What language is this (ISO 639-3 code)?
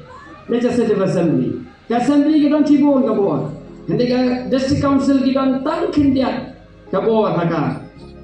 kha